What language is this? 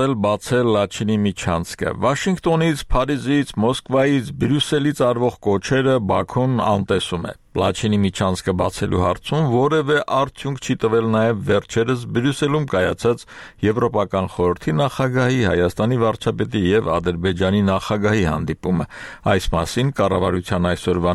Armenian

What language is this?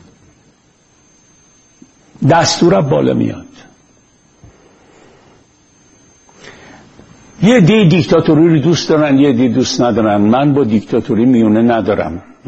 Persian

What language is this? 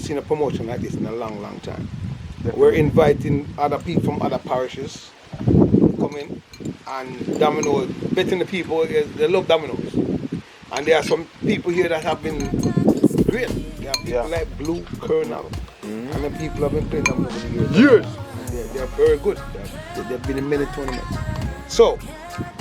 Jamaican Creole English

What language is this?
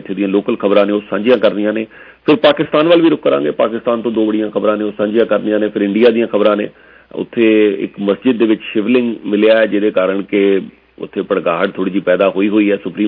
Punjabi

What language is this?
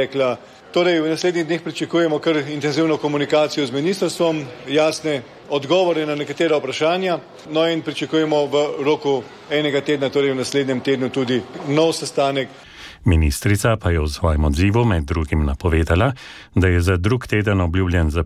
Slovenian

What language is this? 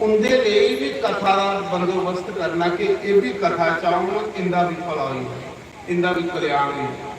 Dogri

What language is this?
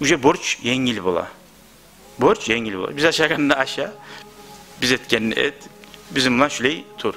Kumyk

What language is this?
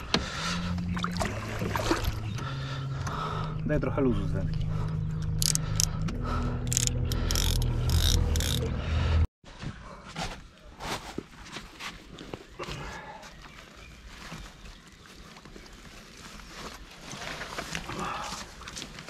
Polish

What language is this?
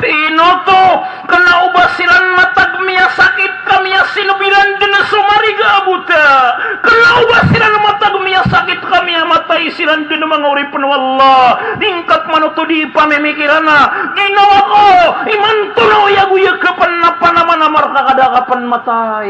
Maranao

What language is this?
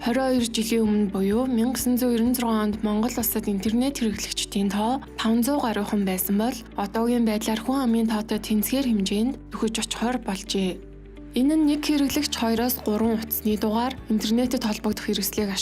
Mongolian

